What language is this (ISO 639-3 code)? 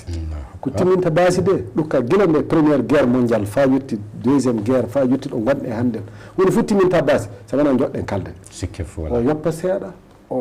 ful